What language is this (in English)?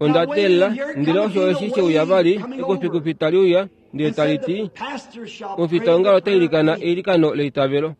Kuanyama